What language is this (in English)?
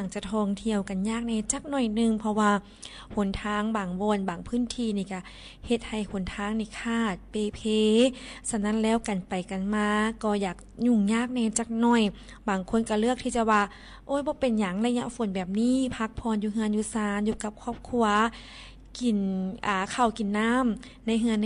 Lao